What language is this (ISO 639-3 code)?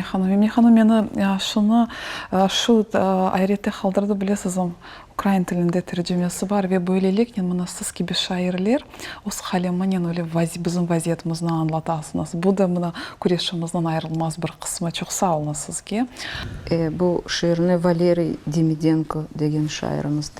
crh